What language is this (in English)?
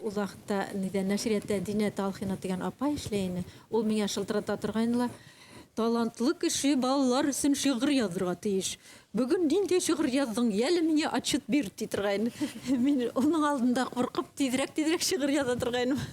Bashkir